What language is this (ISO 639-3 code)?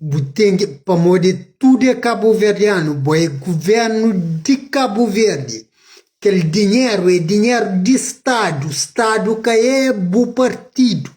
kea